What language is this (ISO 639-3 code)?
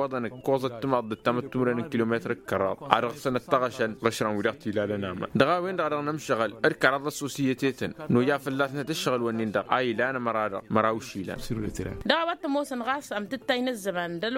taq